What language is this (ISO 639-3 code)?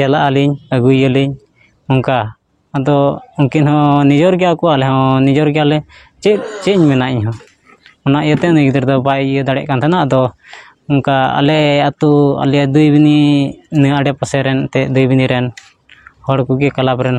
sat